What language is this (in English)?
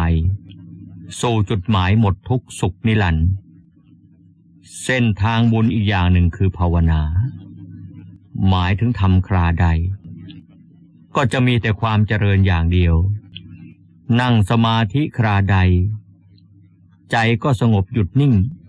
Thai